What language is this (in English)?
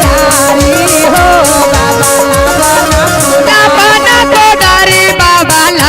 Magahi